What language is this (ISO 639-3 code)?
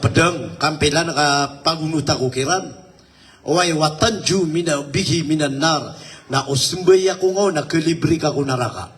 mrw